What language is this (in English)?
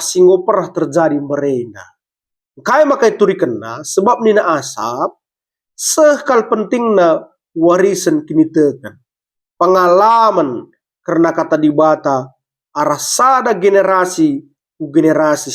Batak Karo